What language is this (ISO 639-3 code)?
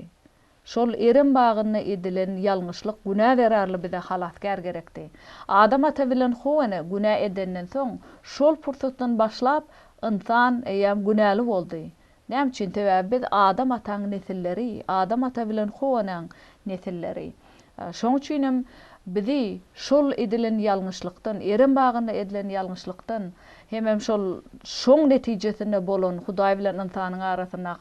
tuk